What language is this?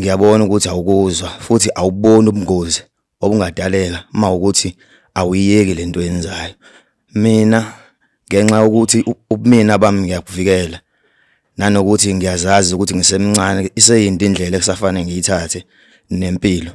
Zulu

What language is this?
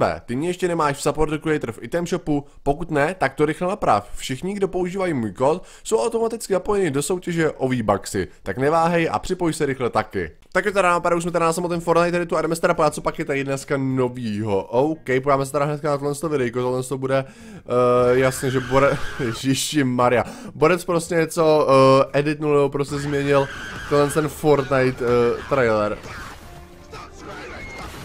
Czech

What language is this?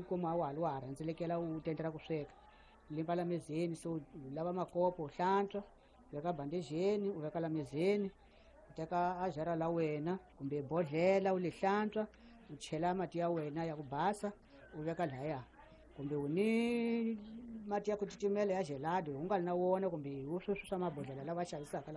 Tsonga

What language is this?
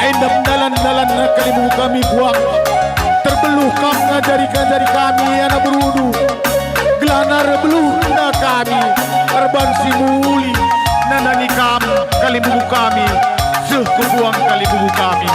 Batak Karo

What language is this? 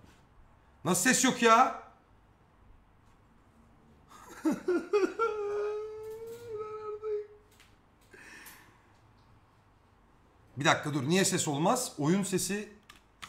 Turkish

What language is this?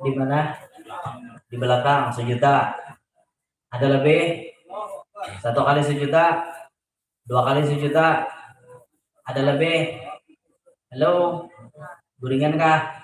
Banjar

